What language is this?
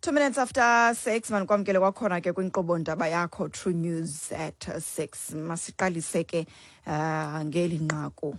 Xhosa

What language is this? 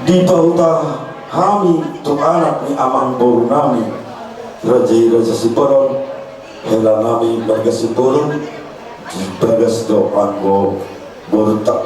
Batak Toba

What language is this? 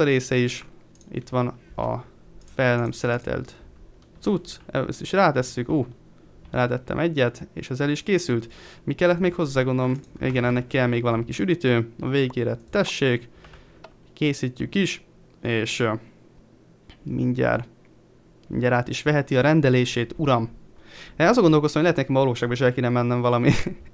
Hungarian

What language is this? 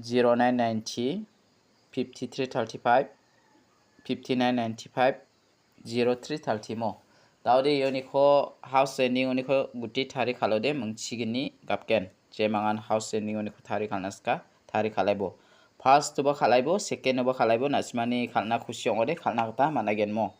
Garo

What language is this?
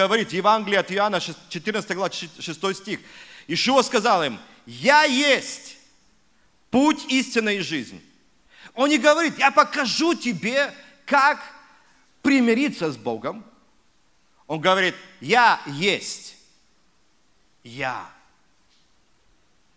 Russian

